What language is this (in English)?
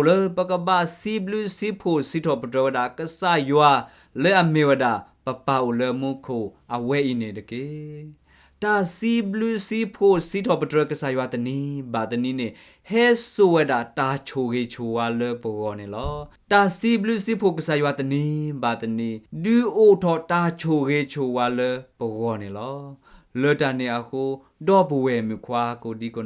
S'gaw Karen